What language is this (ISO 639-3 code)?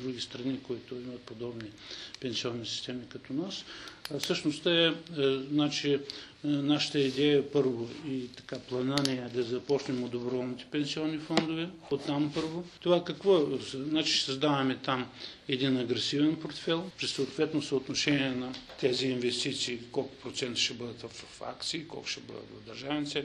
bul